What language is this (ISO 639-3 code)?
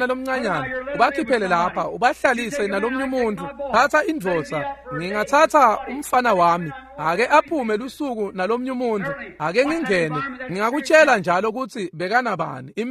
ssw